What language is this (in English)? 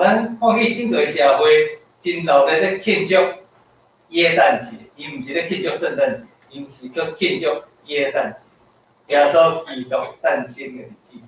Min Nan Chinese